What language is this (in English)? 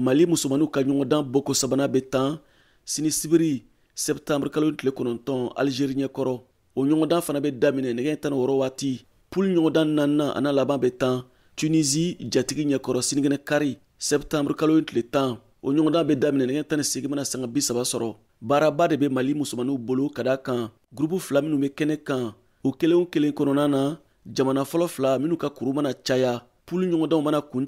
Bambara